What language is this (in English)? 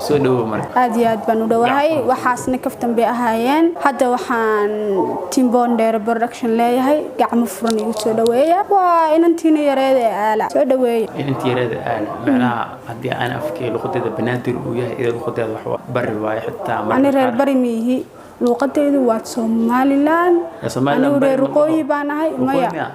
Somali